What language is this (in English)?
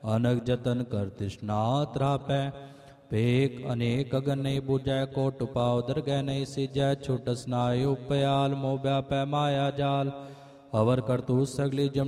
Punjabi